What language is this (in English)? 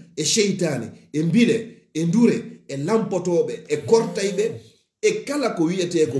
Fula